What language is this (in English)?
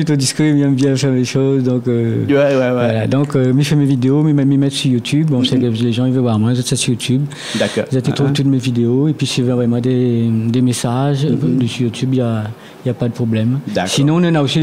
Réunion Creole French